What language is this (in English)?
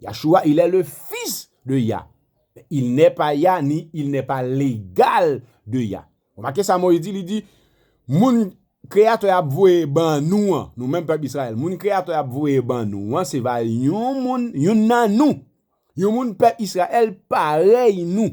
Haitian Creole